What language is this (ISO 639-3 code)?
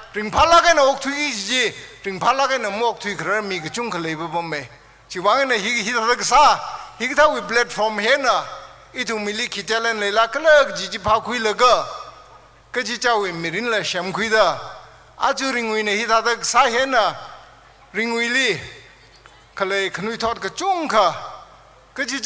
nmf